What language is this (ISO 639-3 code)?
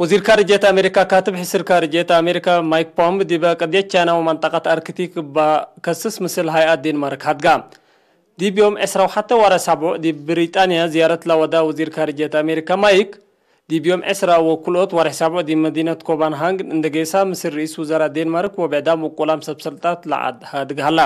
tig